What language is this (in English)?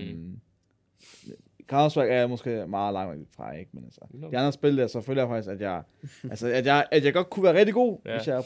Danish